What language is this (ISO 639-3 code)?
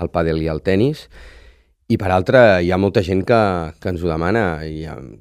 cat